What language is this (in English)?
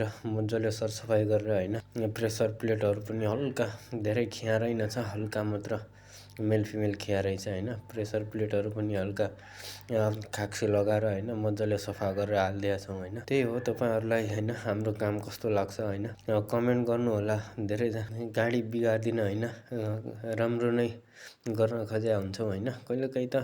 Nepali